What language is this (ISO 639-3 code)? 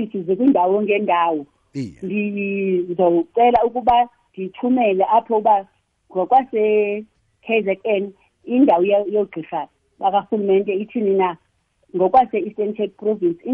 xho